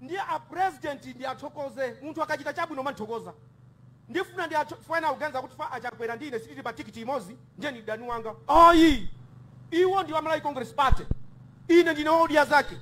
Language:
Nyanja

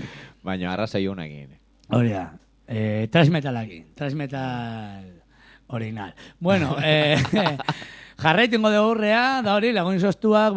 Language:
Basque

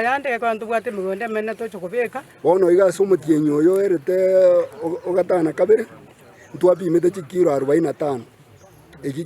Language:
Gusii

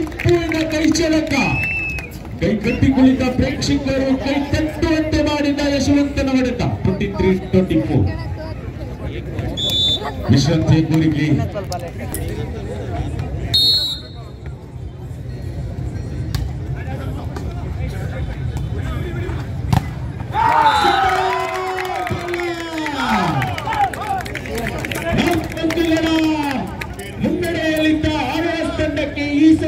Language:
Kannada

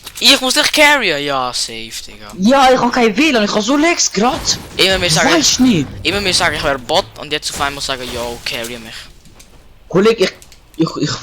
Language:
Swiss German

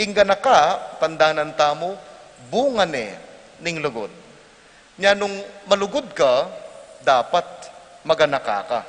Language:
Pampanga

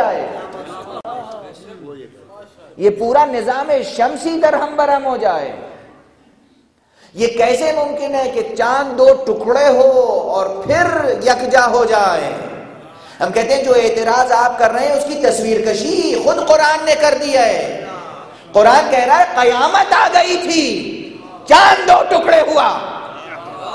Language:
Urdu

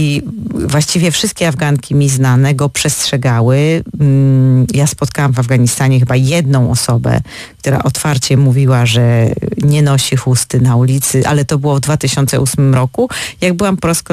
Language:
Polish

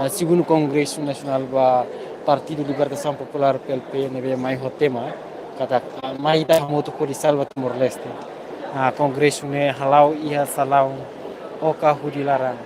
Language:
Tetum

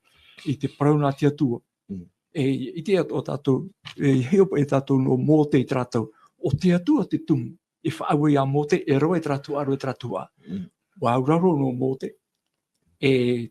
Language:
Tahitian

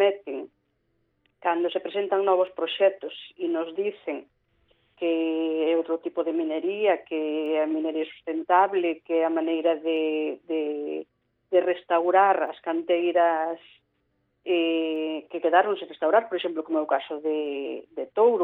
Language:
Galician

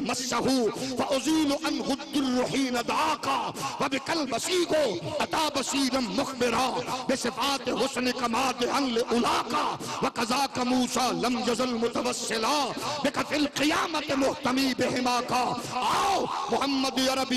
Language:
Urdu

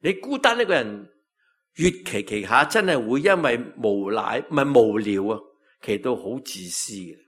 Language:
Cantonese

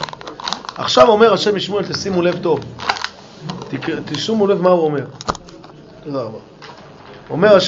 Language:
Hebrew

